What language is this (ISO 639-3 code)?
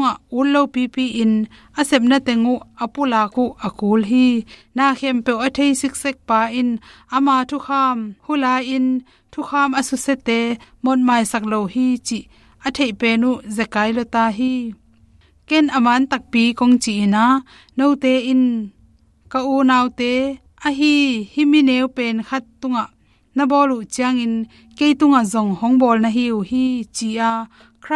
ctd